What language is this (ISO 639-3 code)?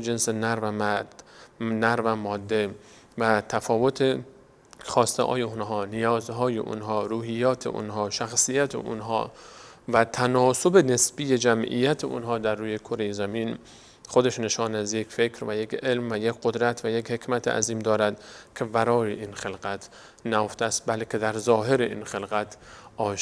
fas